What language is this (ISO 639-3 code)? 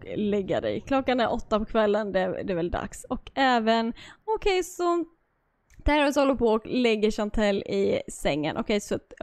swe